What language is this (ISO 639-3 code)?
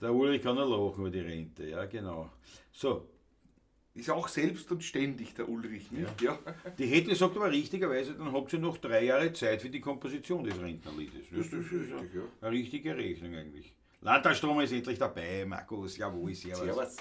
bar